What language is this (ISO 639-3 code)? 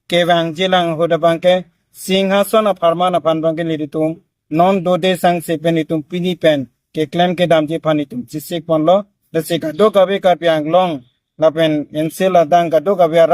mjw